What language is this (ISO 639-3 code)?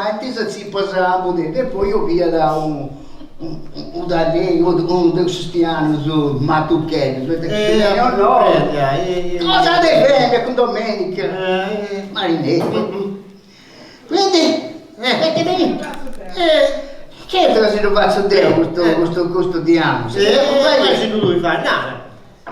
srd